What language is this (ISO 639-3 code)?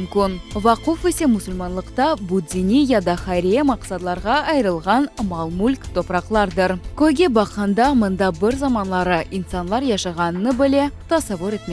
crh